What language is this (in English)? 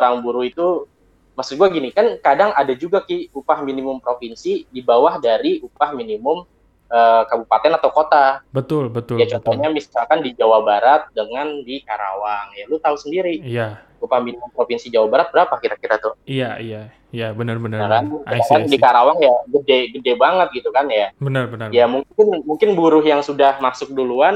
Indonesian